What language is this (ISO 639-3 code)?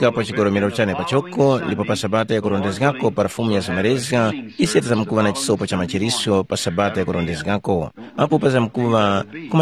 tum